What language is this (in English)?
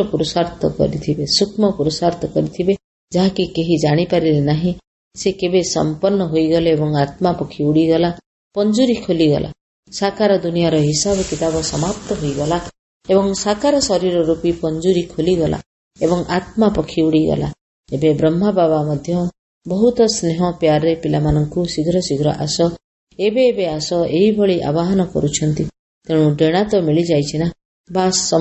Odia